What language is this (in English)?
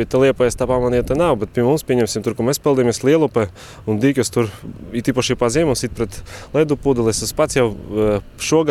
Latvian